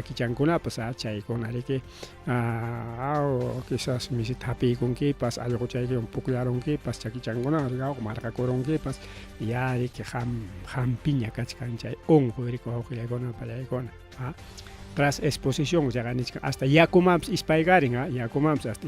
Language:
Ayacucho Quechua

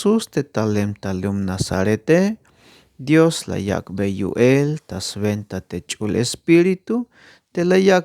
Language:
Tzeltal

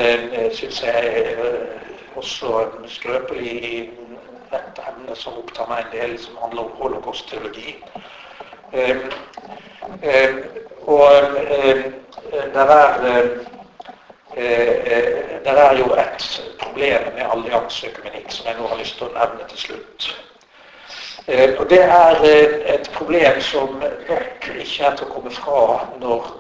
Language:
Norwegian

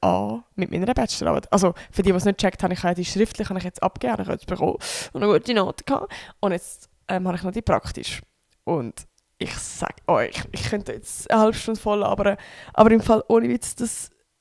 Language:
Swiss German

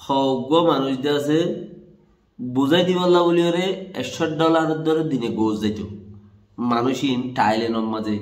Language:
Rohingya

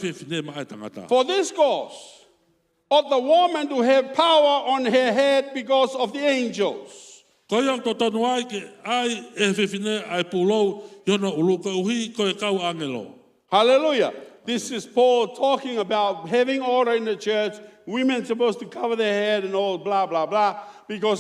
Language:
Tongan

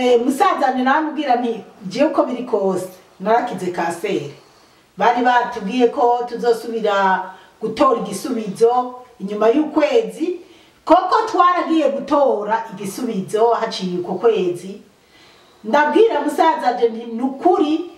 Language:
Rundi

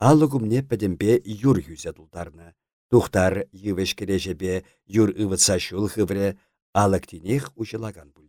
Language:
Chuvash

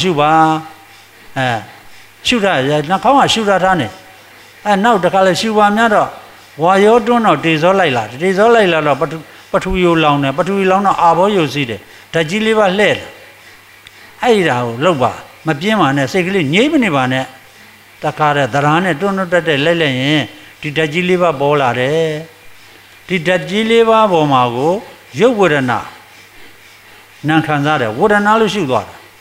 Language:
Burmese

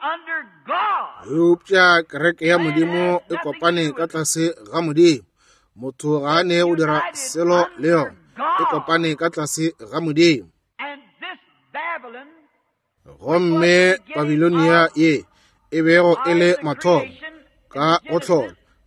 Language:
Northern Sotho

